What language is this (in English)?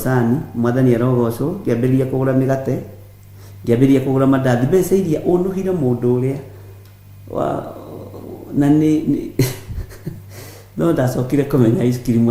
Kikuyu